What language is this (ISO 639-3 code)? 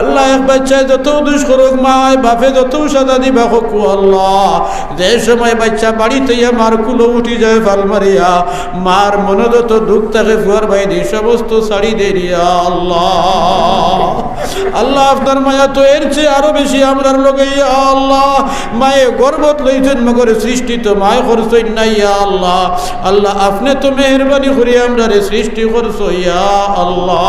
syl